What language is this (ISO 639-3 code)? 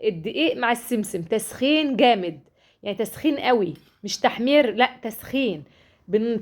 arz